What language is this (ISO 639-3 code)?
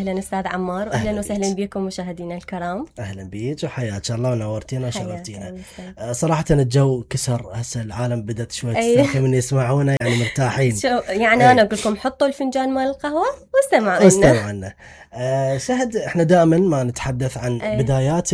acm